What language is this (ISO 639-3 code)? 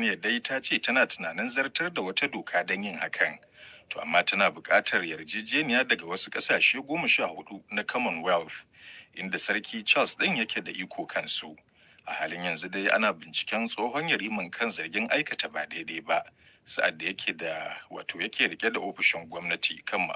hau